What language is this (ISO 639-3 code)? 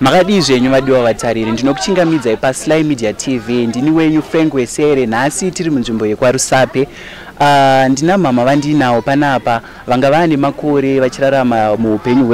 sna